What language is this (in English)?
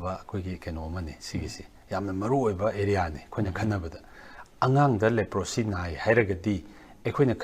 Manipuri